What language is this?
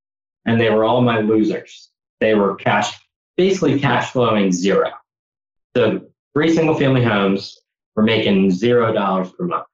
English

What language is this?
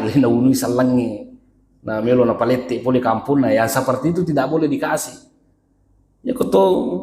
Buginese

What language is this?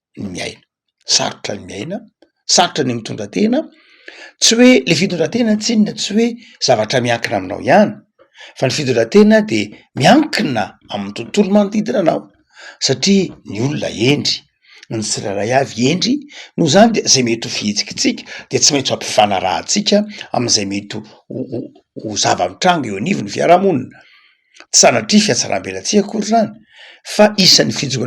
Malagasy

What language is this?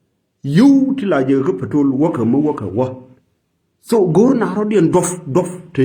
Nuer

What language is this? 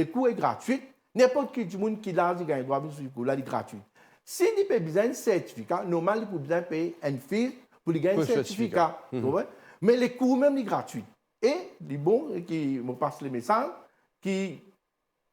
Morisyen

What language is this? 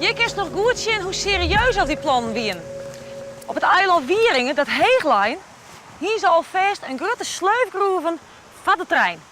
Western Frisian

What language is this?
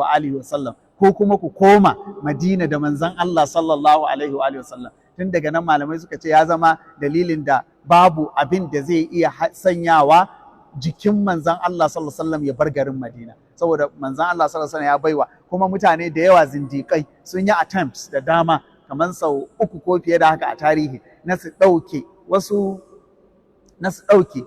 Hausa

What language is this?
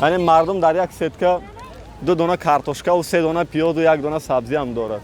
Tajik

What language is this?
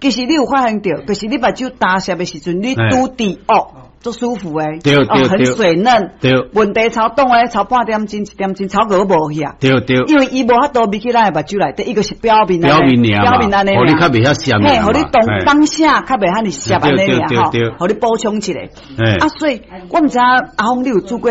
Min Nan Chinese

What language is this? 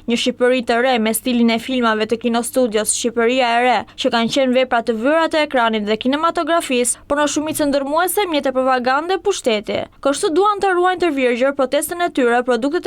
Albanian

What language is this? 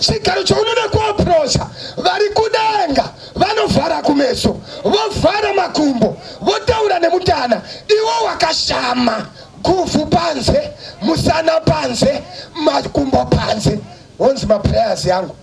Shona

